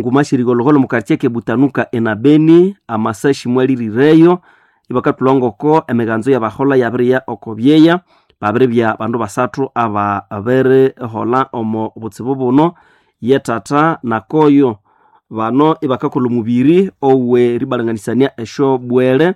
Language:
Nande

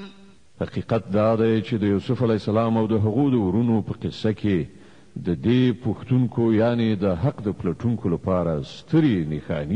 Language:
Pashto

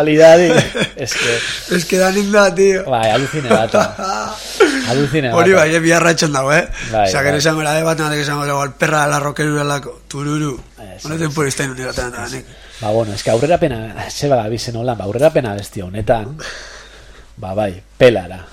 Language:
Basque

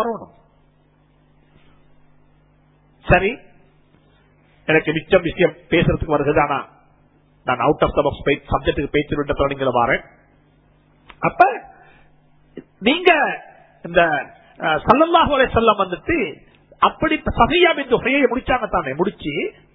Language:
Tamil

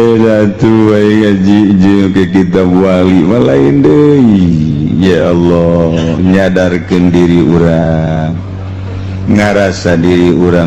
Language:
Sundanese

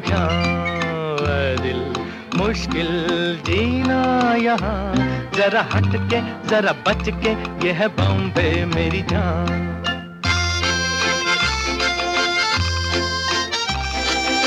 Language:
Hindi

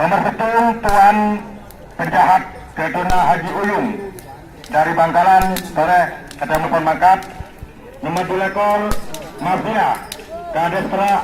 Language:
Madurese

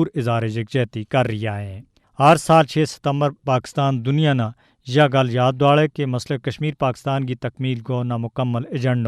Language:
Gujari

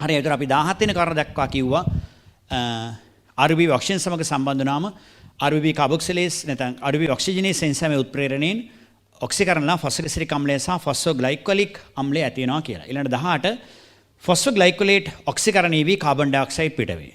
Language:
Sinhala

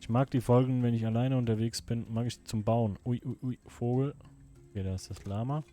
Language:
Swiss German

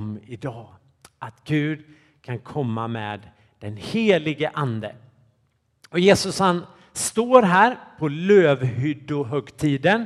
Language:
Swedish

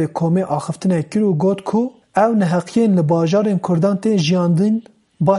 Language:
Kurdish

